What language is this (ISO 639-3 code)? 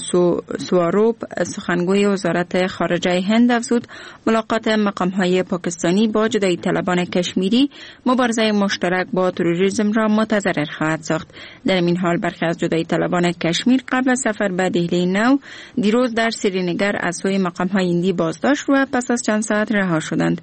fas